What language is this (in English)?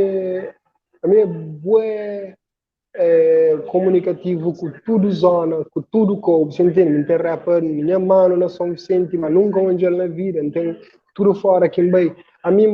Kabuverdianu